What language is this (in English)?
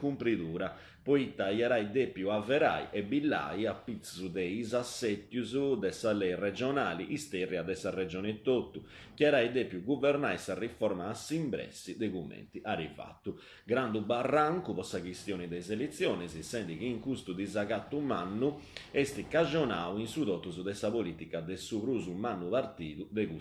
Sardinian